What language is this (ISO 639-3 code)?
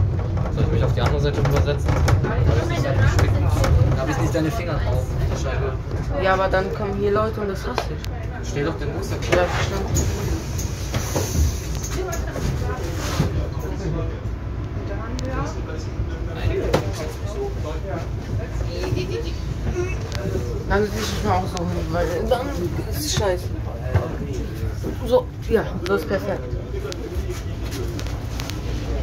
deu